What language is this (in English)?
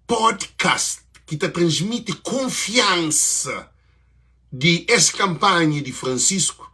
Kabuverdianu